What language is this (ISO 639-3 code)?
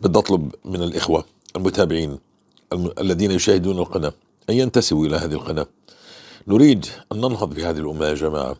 apc